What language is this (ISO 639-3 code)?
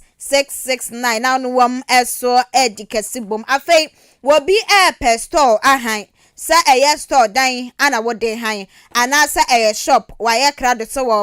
aka